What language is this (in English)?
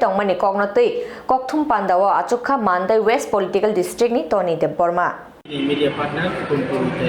Kok Borok